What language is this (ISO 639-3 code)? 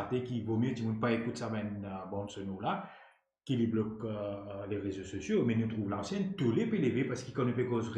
mfe